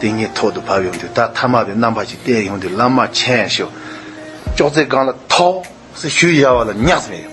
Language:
Tibetan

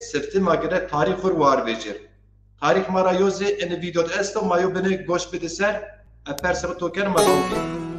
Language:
Zaza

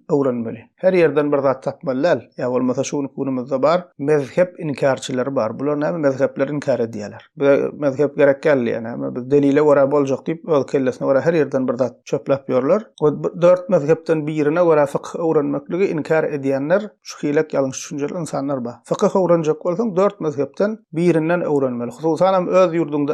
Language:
Turkmen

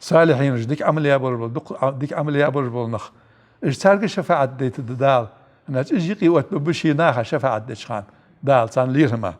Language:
Ingush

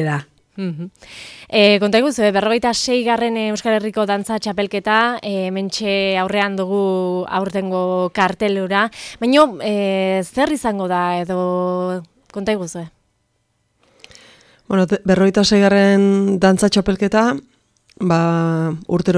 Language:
Basque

